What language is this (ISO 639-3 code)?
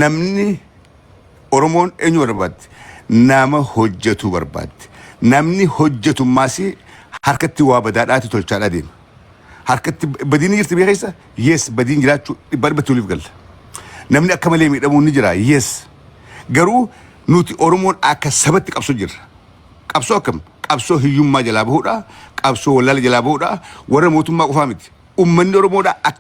orm